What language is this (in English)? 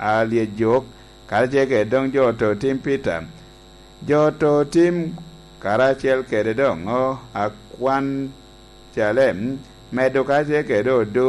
Lango (Uganda)